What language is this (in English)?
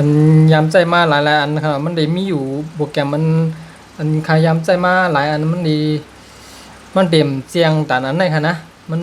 Shan